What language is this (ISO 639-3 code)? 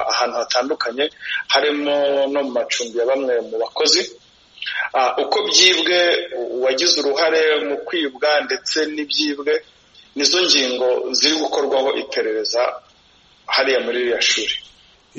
kin